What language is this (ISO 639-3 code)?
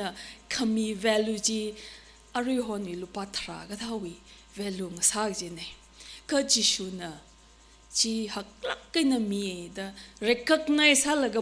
nmf